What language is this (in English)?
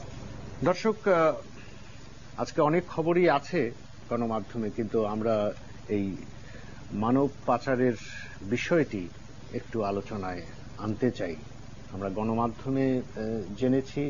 Bangla